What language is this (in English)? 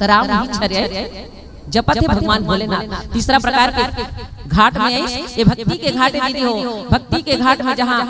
Chhattisgarhi